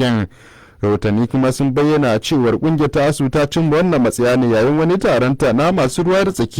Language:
Hausa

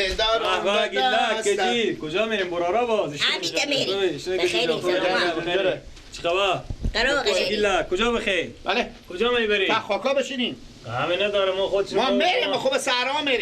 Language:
Persian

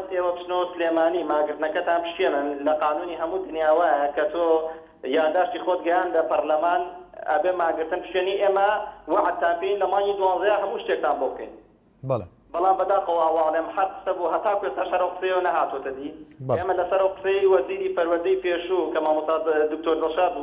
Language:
Central Kurdish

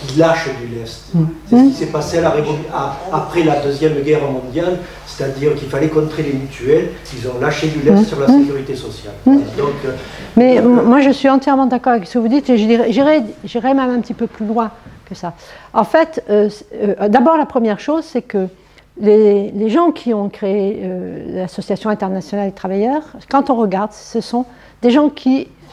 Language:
French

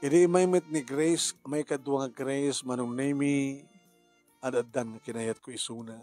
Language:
Iloko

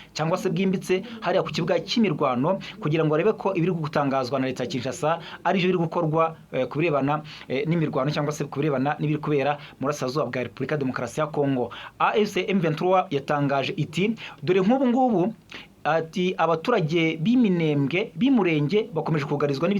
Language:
Kinyarwanda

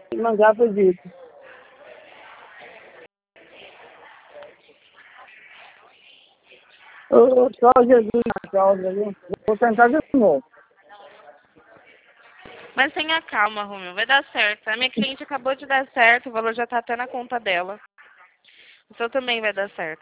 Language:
Portuguese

